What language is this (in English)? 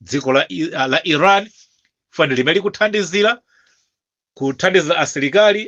Nyanja